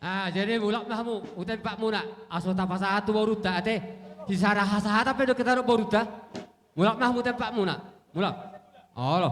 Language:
Batak Toba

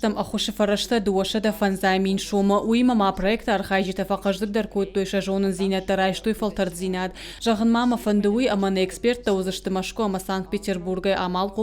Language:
Ossetic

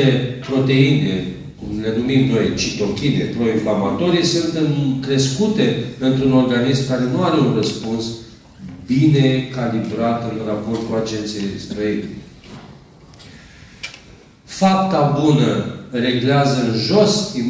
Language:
Romanian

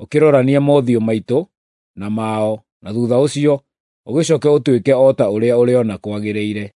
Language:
Kikuyu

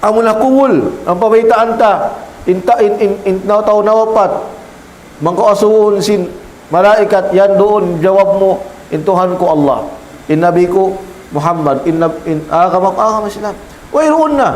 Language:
Tausug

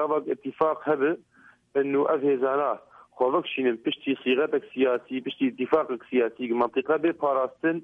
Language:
Kurdish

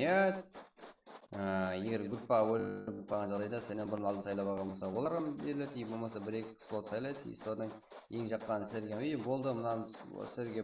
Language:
Kara-Kalpak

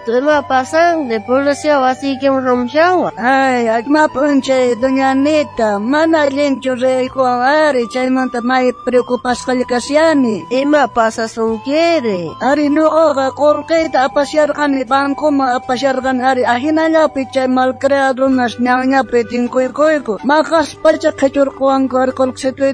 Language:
South Bolivian Quechua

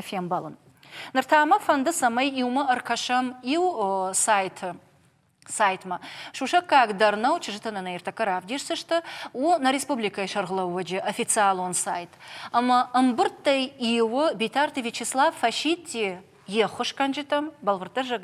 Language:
Ossetic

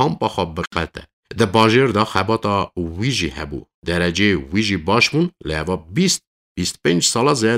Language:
Kurdish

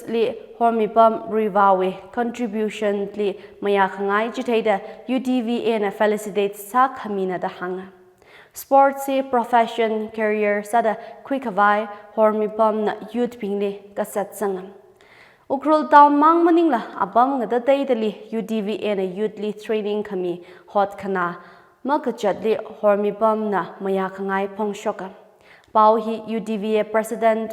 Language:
Tangkhul Naga (India)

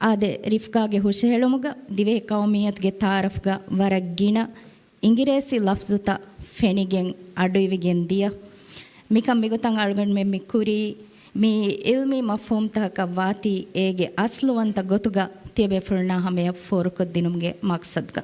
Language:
Divehi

